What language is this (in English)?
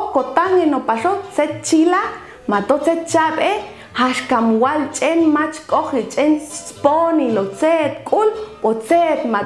Popti'